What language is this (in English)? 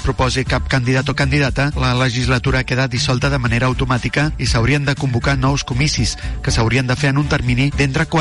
Catalan